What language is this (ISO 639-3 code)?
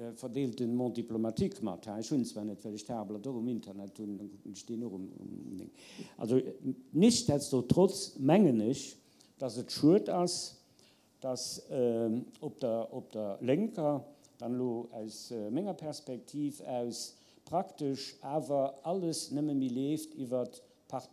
ltz